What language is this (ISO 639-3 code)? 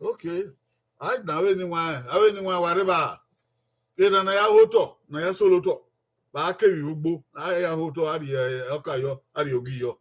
bin